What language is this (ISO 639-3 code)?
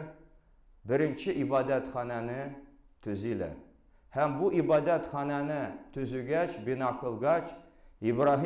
tat